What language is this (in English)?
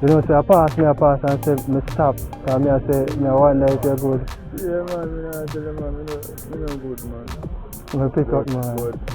Jamaican Creole English